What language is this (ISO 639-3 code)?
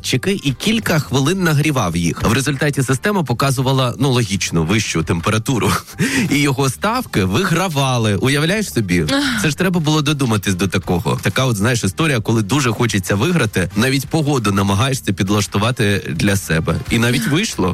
ukr